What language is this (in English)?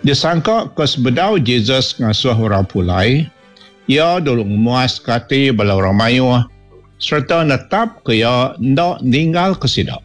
Iban